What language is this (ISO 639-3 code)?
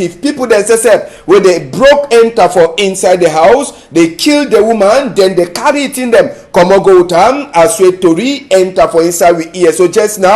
wes